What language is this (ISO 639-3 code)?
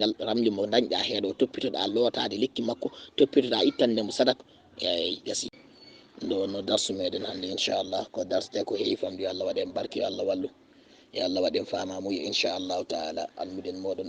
ful